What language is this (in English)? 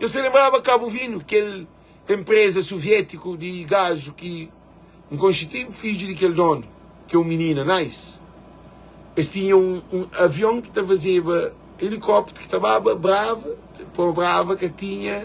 Kabuverdianu